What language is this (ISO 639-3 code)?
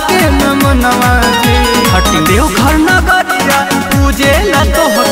bho